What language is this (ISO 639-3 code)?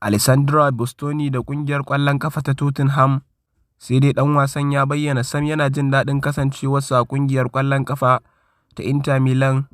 hau